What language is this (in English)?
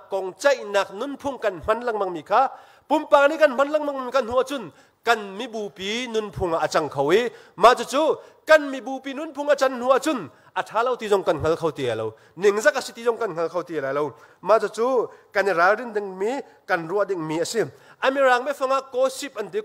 Hakha Chin